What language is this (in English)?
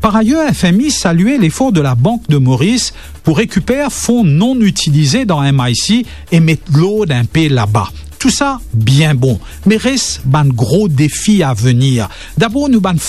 Morisyen